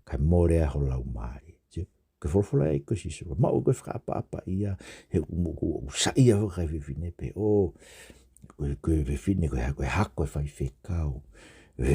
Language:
Tongan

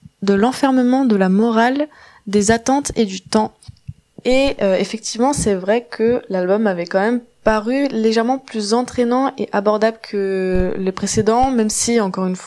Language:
French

